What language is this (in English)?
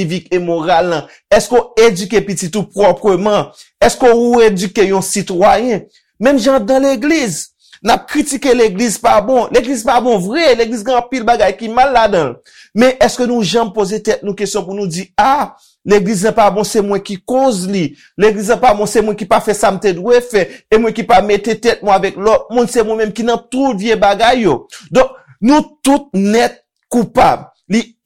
Haitian Creole